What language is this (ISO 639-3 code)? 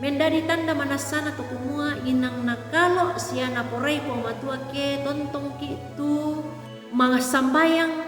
sda